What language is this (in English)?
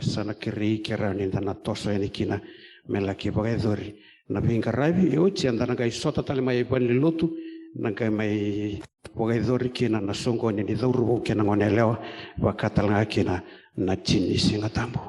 Fijian